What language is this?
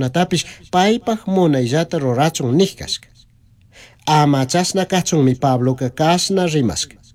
Chimborazo Highland Quichua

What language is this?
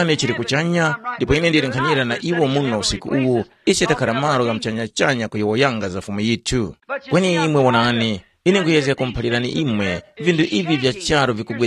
Tumbuka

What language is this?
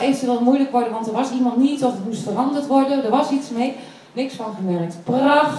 Dutch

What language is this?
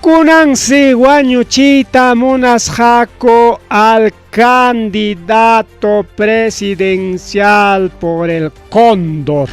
Ayacucho Quechua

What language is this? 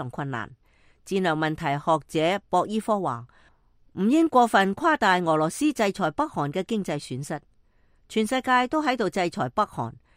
Cantonese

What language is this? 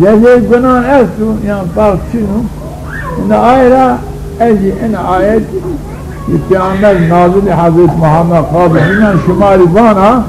Zaza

